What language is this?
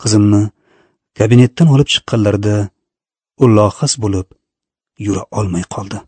Uzbek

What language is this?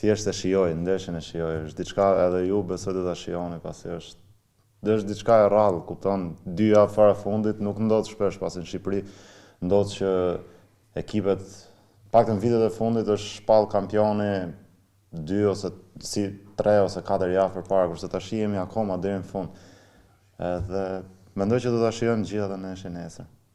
Albanian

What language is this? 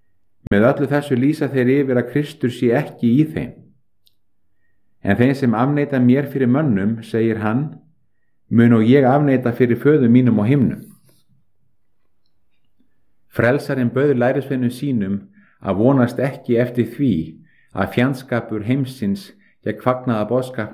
Icelandic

